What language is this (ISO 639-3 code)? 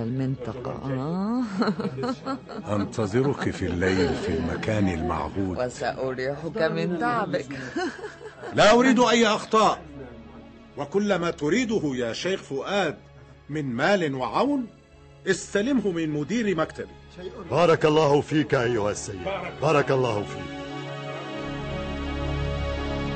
ara